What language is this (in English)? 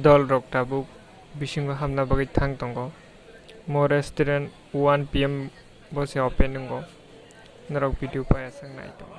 Kok Borok